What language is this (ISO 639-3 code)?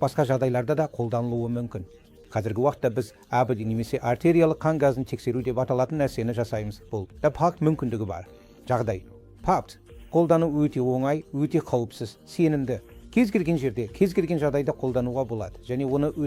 kaz